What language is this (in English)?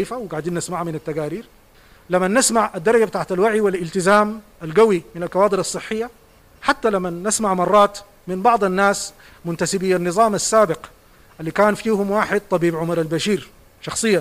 Sudanese Arabic